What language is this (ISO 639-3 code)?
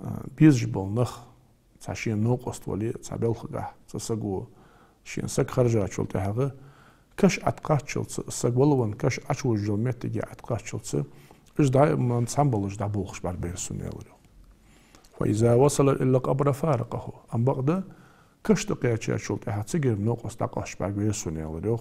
inh